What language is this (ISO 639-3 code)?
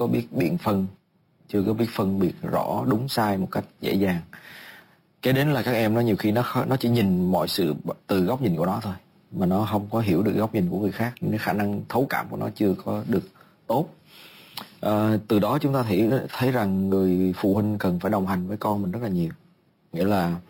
vie